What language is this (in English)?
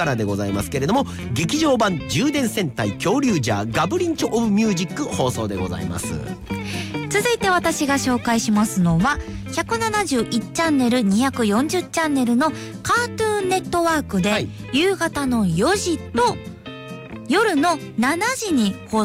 Japanese